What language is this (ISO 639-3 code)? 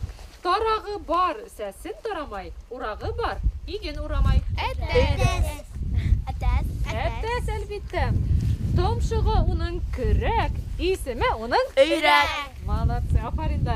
bak